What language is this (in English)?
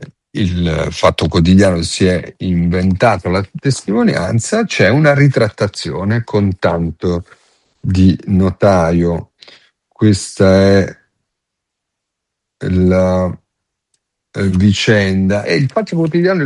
Italian